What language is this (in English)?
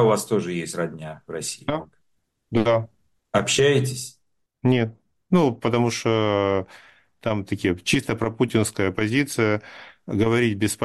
Russian